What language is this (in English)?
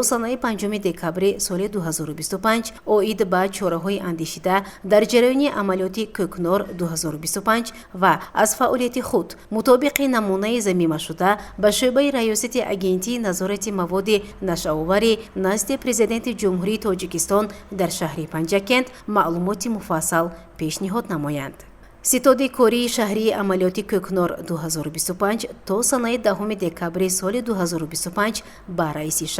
Tajik